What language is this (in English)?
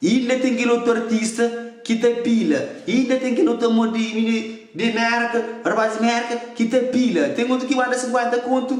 Kabuverdianu